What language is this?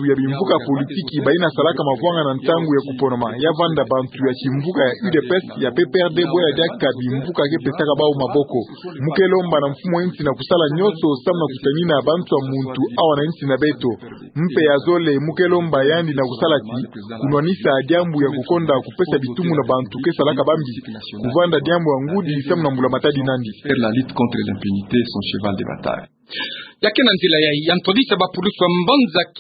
Kituba (Democratic Republic of Congo)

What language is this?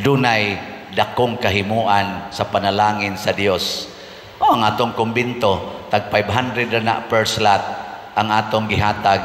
Cebuano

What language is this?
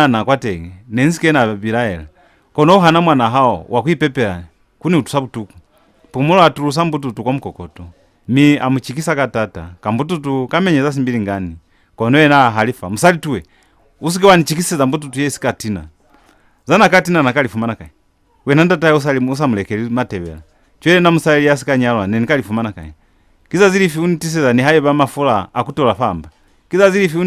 Lozi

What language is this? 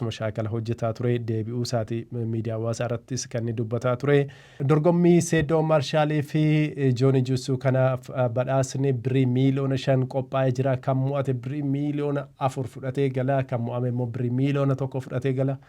Oromo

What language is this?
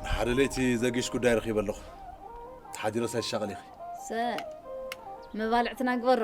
Tigrinya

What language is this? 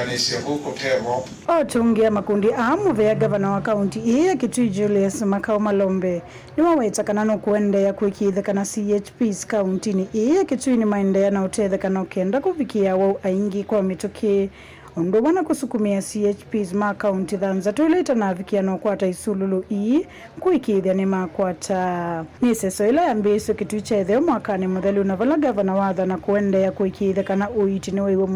Kamba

